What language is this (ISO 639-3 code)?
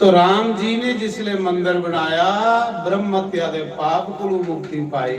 doi